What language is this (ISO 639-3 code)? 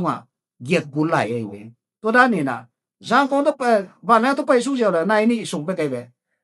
ctd